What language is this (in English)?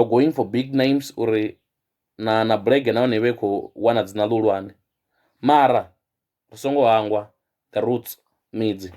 Venda